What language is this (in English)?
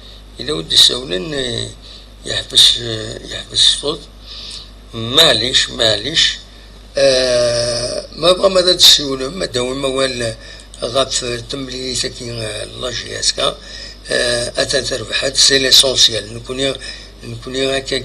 Kabyle